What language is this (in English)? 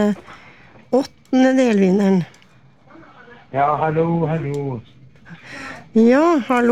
Norwegian